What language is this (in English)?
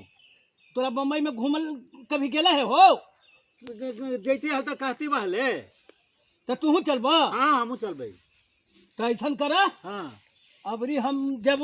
Magahi